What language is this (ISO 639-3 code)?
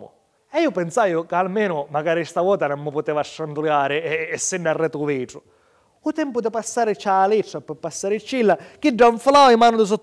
scn